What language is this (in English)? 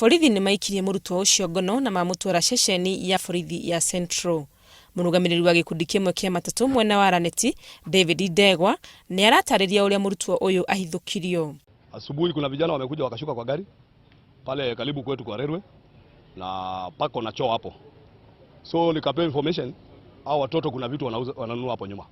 Kikuyu